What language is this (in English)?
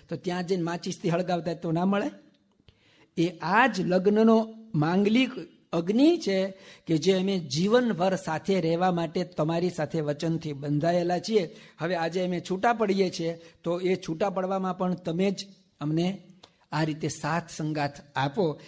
Gujarati